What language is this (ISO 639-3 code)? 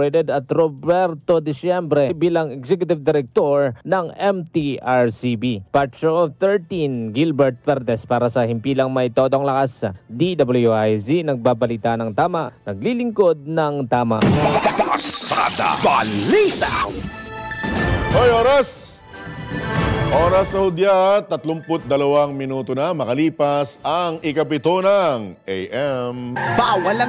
fil